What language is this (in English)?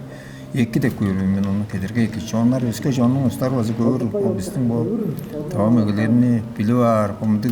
Tuvinian